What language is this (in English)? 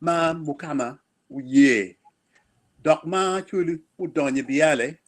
Acoli